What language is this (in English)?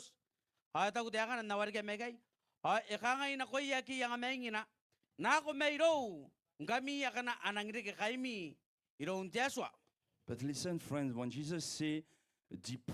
Gilbertese